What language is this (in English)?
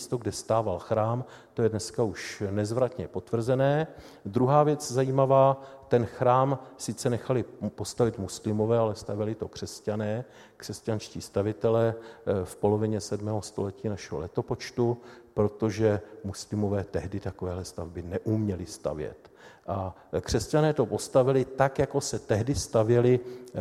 Czech